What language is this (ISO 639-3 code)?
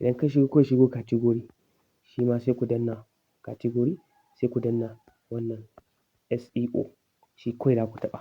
hau